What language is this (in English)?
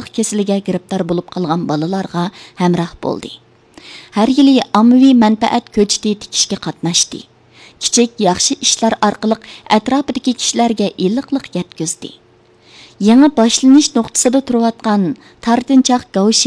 Uyghur